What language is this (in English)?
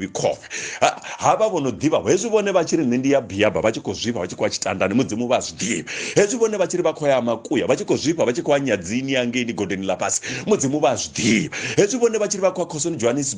Venda